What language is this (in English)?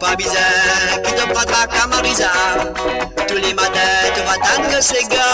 Morisyen